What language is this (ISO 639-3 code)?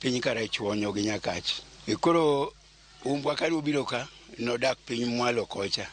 luo